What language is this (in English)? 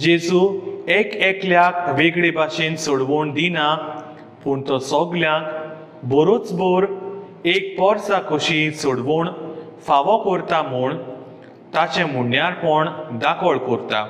Konkani